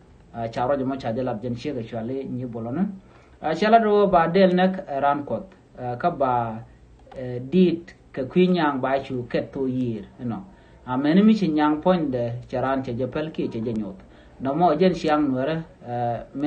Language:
Nuer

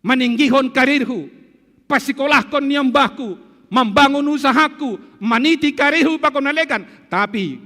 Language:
Batak Simalungun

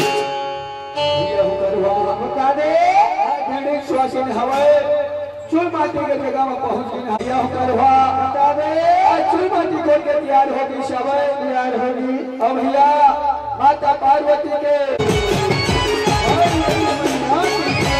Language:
Chhattisgarhi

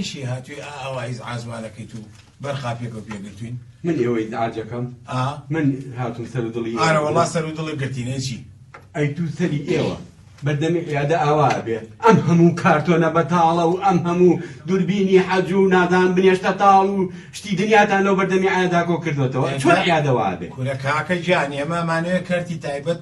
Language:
Central Kurdish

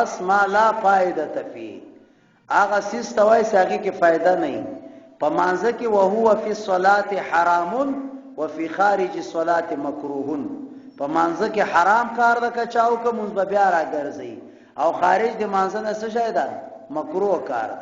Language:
Pashto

